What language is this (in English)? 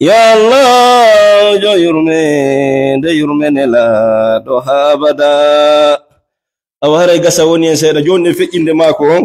Fula